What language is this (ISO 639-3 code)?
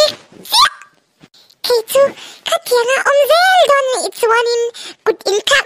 lus